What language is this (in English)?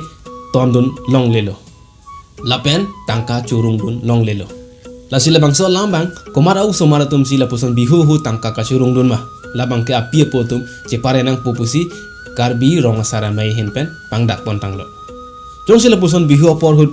Karbi